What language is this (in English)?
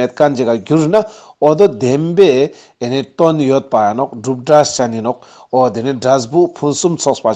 Ladakhi